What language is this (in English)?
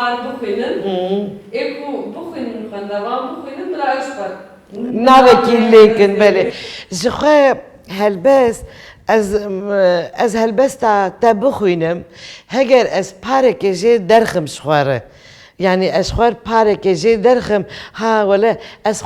Kurdish